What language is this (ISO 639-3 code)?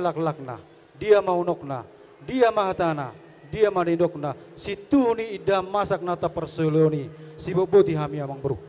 bbc